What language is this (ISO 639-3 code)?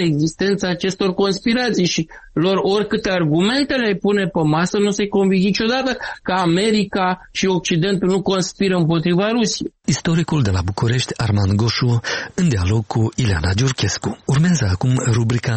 ron